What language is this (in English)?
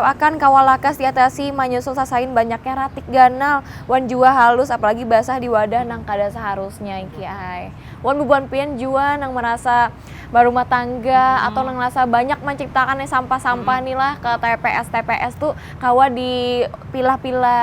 Banjar